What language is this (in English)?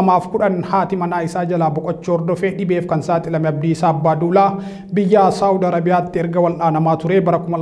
Oromo